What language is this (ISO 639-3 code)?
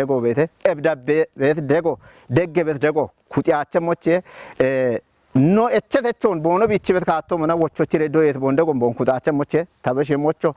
kbr